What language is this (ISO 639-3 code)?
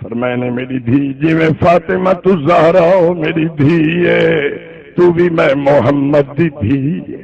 skr